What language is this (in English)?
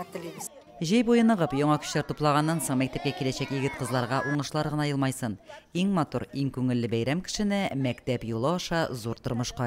Tatar